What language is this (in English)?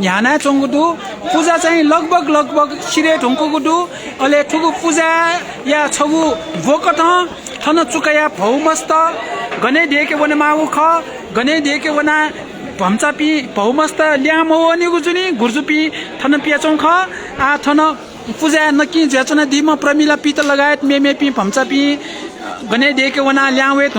Newari